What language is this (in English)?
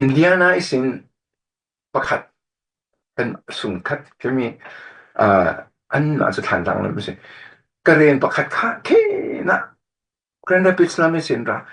Falam Chin